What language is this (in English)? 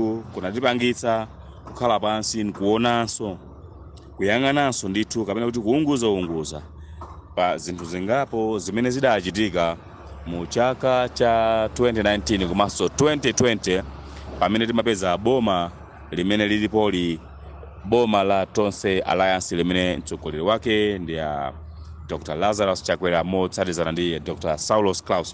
Nyanja